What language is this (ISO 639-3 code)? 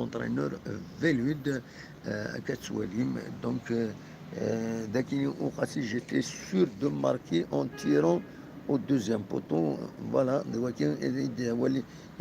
kab